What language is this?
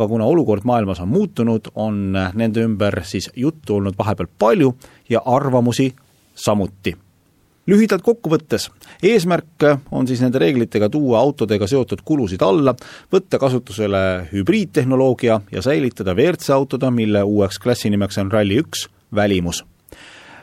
Estonian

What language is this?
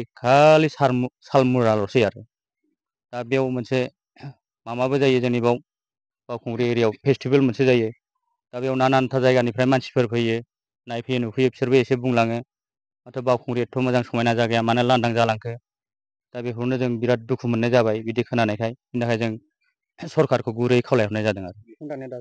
Bodo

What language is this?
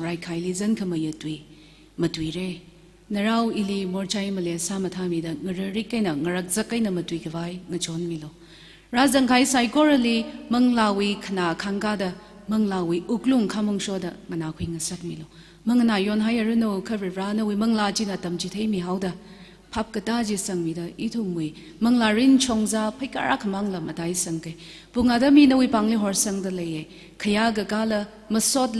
Tangkhul Naga (India)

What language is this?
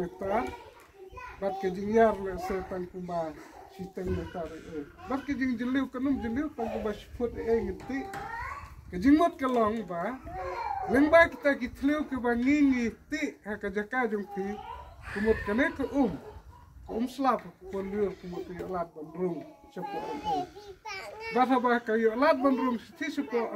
Khasi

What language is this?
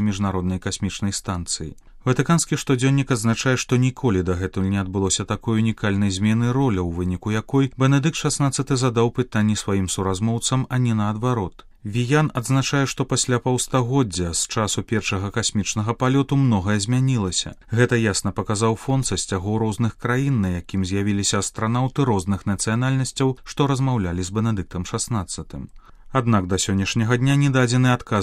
Belarusian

